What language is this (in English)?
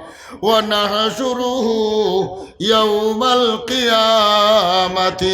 Sylheti